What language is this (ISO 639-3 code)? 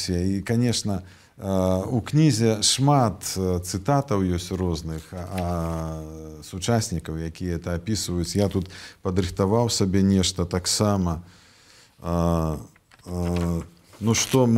bel